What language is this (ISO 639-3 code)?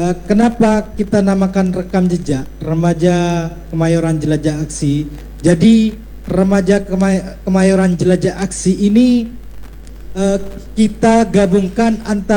ind